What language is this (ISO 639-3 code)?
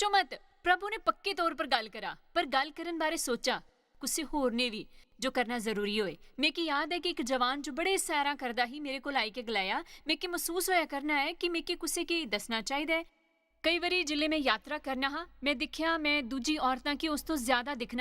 doi